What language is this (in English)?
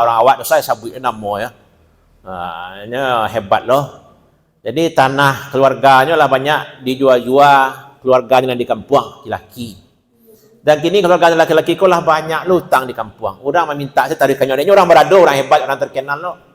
Minangkabau